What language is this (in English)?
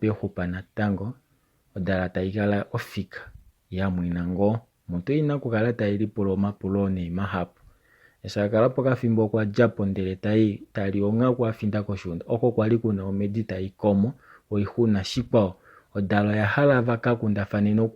Kuanyama